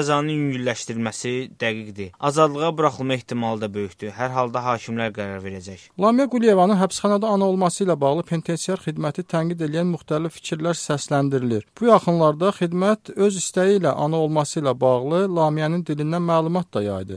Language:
Azerbaijani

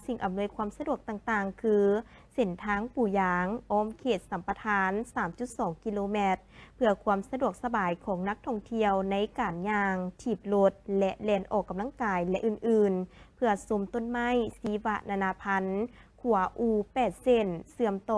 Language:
Lao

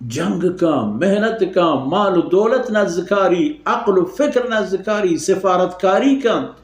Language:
Baluchi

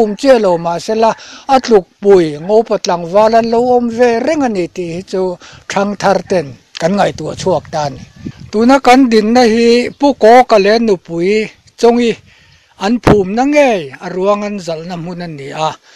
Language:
Mizo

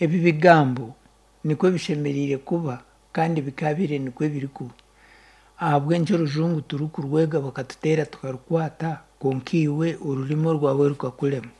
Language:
Nyankole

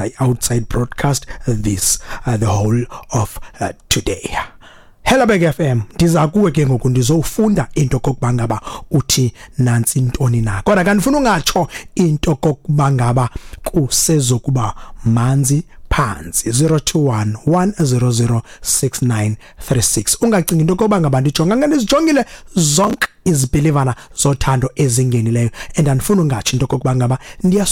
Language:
Xhosa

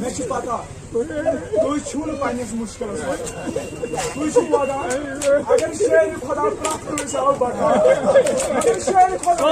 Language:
Kashmiri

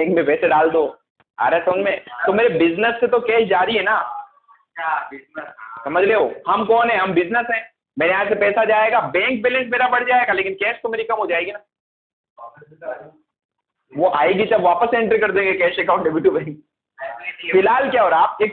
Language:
Hindi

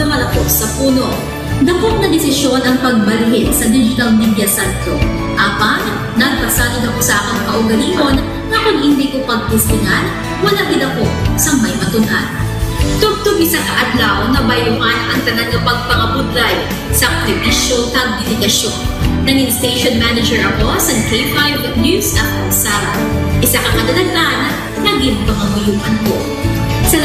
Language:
Hiligaynon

